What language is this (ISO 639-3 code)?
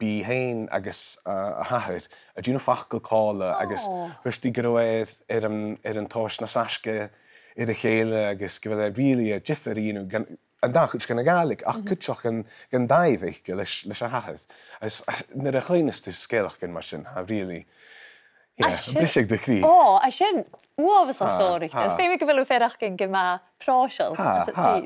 gla